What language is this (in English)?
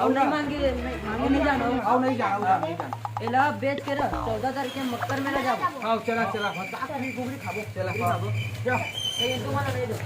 Chhattisgarhi